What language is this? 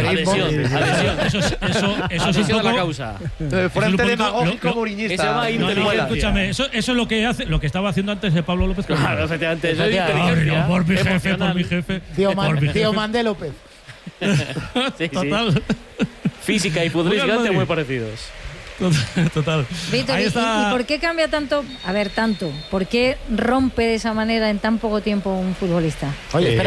Spanish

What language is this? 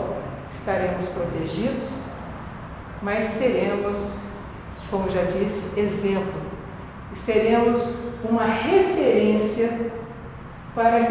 Portuguese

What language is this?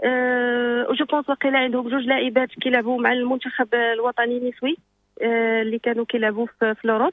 Moroccan Arabic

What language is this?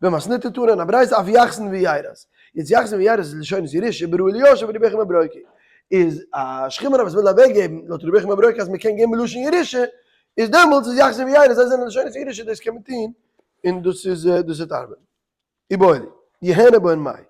Yiddish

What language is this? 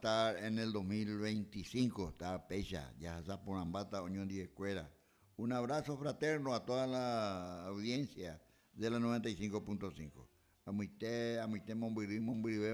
Guarani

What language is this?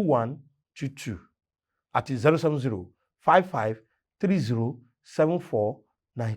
Yoruba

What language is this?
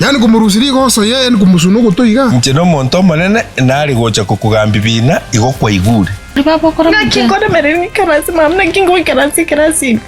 Gusii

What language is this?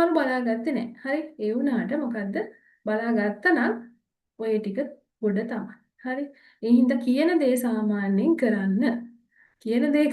Sinhala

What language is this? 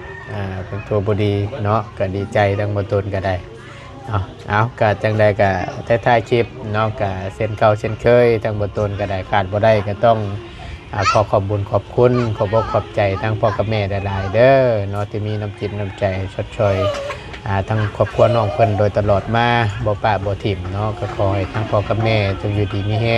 Northeastern Thai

